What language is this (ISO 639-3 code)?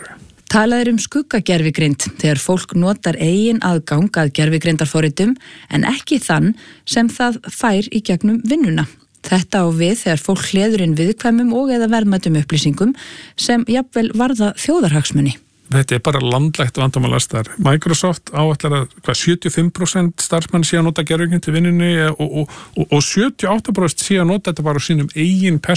isl